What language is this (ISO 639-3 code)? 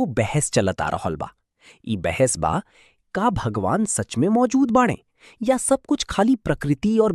bho